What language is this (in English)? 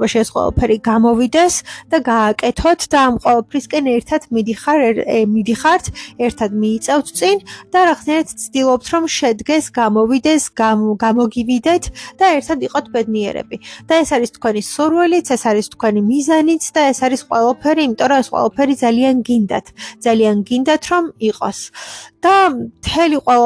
Georgian